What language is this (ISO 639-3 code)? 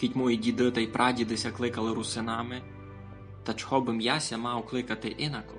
rue